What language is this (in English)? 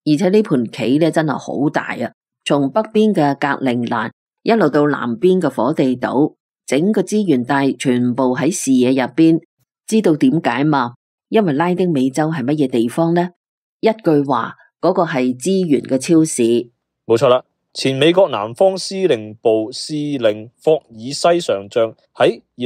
Cantonese